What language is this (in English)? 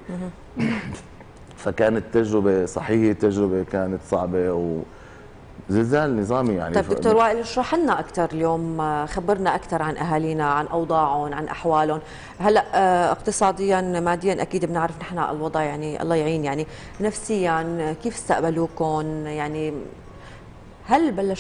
North Levantine Arabic